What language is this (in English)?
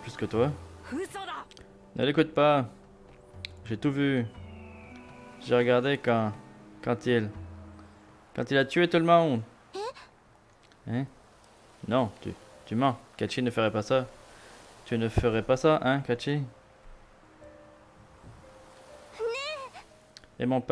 French